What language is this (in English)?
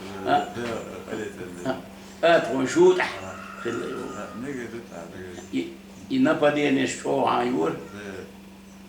Chechen